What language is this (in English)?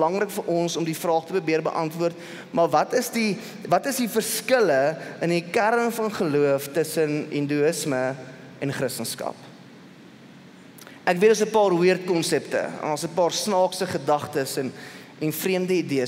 Afrikaans